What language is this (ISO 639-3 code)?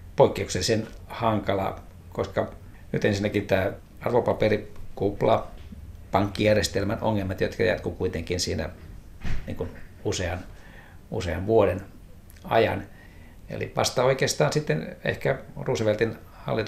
fin